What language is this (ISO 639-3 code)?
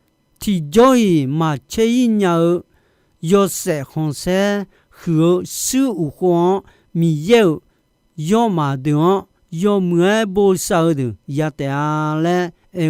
ahk